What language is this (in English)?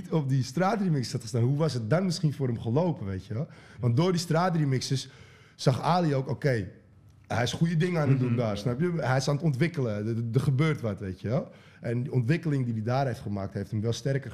Dutch